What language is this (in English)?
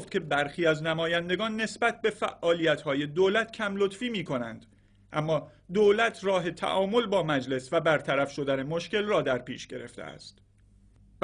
Persian